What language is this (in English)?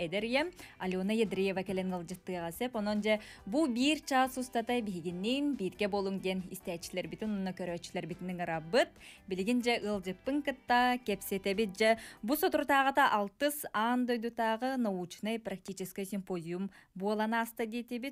Yakut